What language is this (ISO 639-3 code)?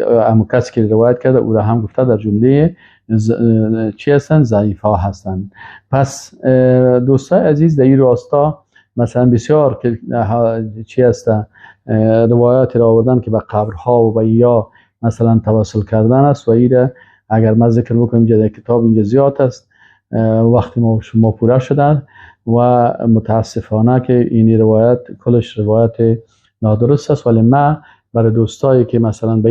fas